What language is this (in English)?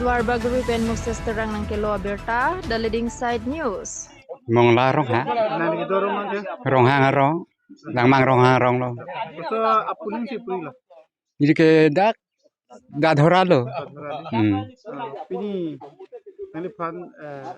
Karbi